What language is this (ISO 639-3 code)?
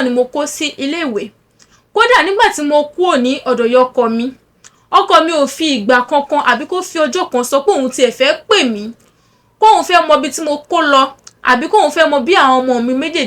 yor